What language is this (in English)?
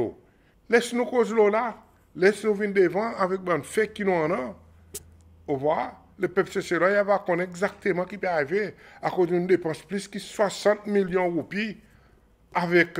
Seselwa Creole French